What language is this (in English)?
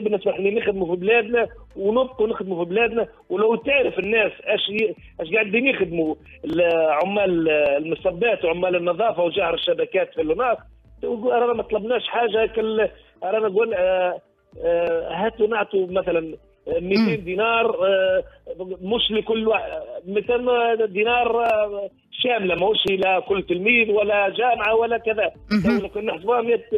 Tunisian Arabic